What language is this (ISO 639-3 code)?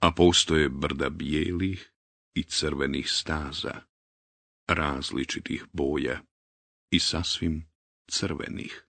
bos